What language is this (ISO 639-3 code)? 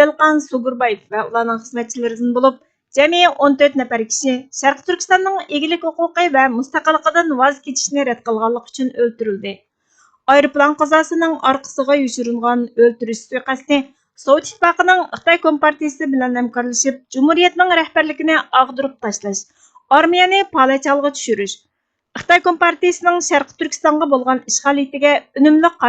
uig